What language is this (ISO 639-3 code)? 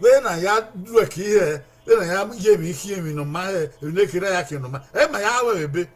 bin